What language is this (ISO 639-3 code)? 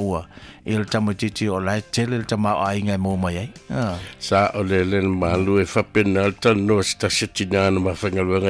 smo